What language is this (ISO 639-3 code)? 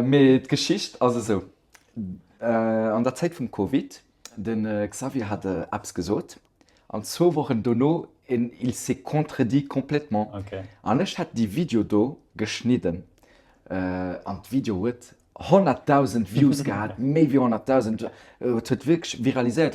ltz